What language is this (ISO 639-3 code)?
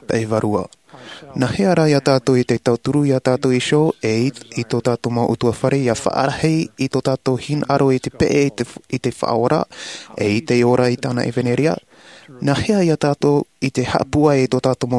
tah